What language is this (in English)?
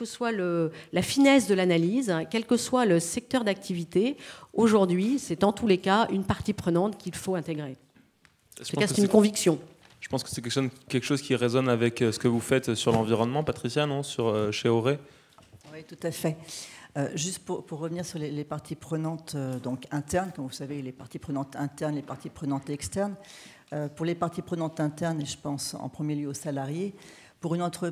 French